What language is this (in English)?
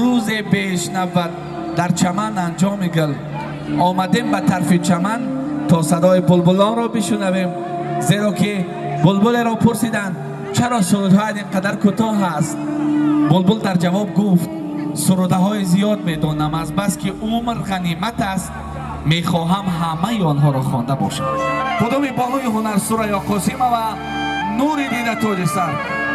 Tajik